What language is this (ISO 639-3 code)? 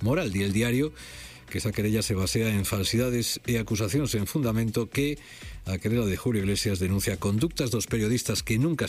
glg